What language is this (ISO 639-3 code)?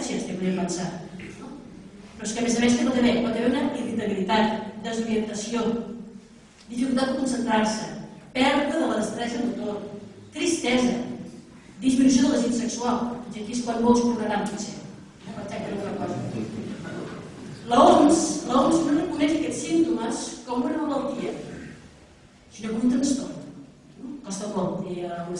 cat